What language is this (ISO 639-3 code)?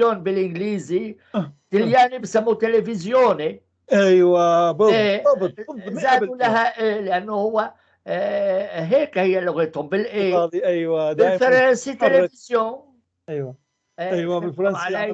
apc